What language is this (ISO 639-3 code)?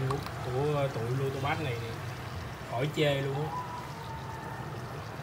vie